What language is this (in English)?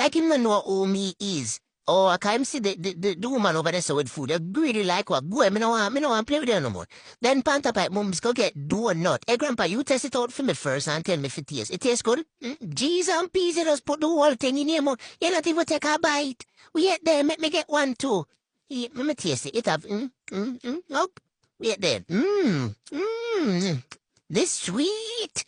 Jamaican Creole English